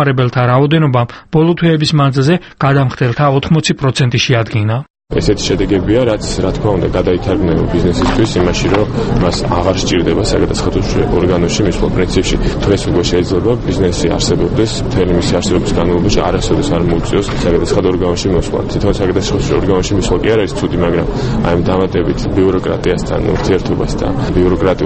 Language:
Georgian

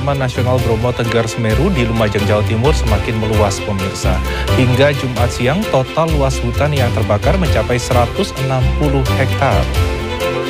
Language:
Indonesian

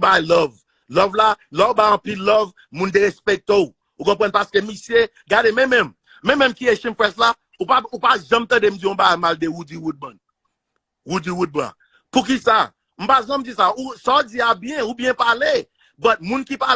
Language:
Haitian Creole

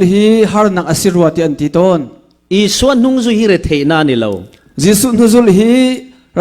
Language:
Falam Chin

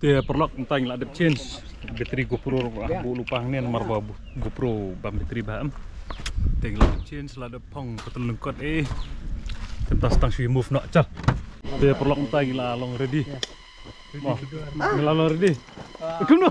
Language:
Khasi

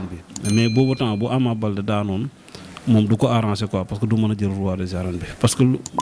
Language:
Wolof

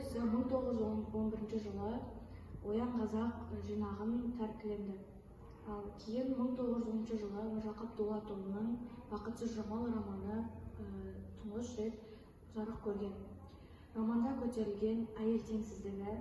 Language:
Kazakh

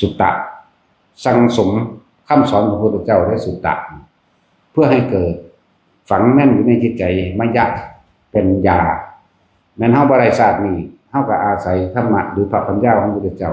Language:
Northeastern Thai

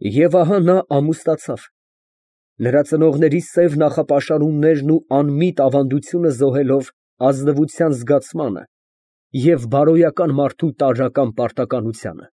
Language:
Armenian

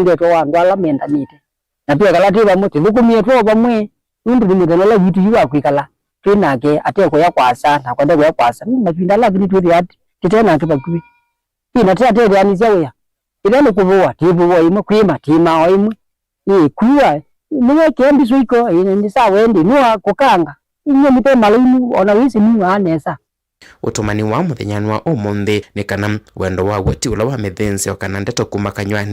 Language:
Kamba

